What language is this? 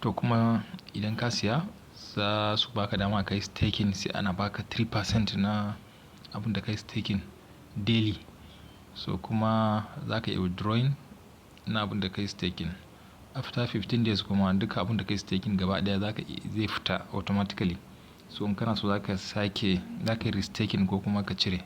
Hausa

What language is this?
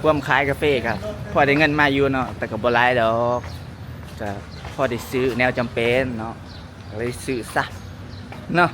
Lao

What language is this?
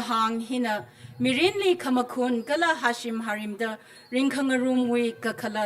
Tangkhul Naga (India)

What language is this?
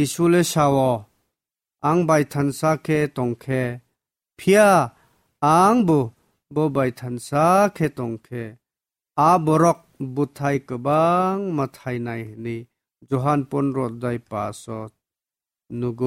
Kok Borok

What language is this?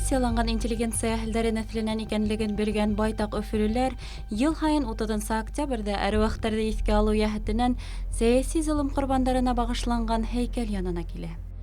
Bashkir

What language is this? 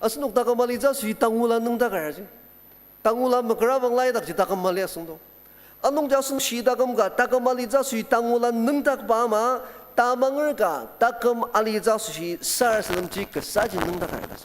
Ao Naga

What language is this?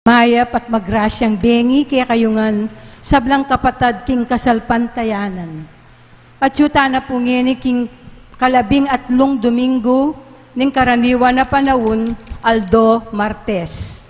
Pampanga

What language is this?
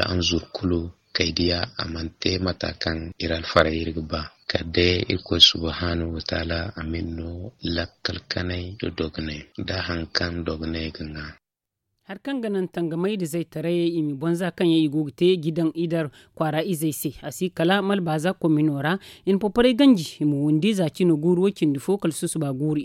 Zarma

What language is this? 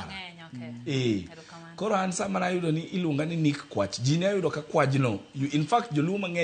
Luo (Kenya and Tanzania)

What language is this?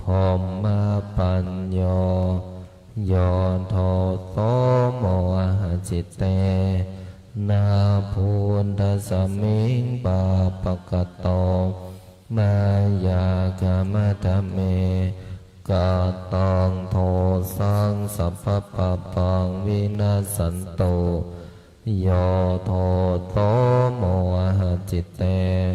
Pali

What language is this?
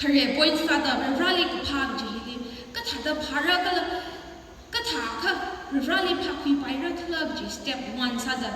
Tangkhul Naga (India)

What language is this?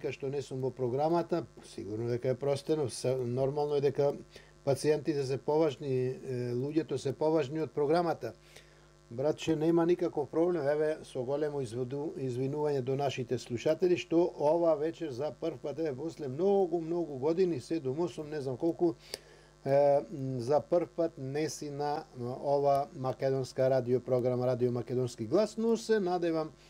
Macedonian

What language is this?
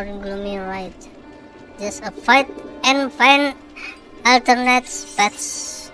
Banjar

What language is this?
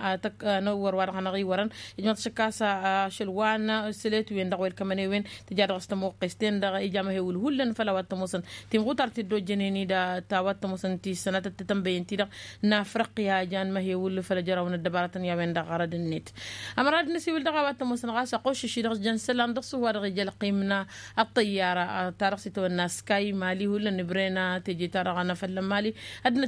Tamasheq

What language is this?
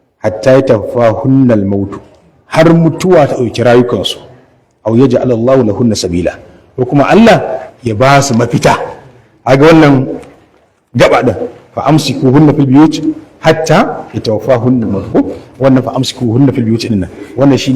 Hausa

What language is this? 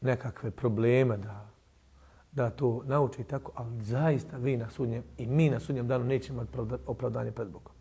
Bosnian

